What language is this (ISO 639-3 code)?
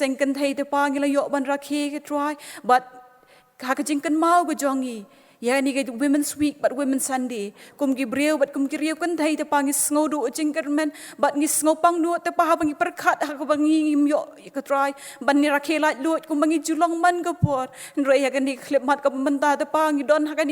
kha